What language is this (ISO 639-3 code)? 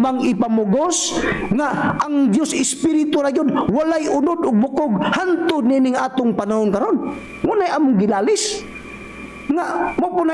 ceb